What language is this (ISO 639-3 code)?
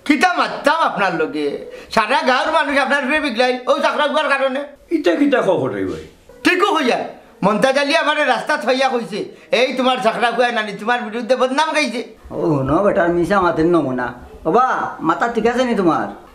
syl